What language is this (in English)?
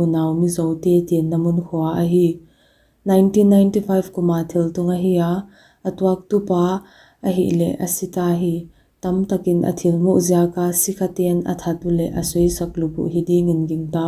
Paite Chin